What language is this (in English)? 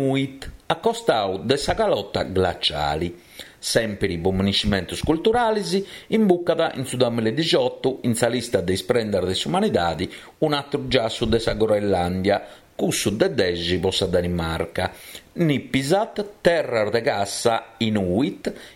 Sardinian